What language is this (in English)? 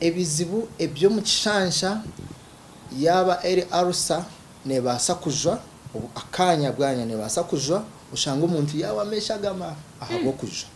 Nyankole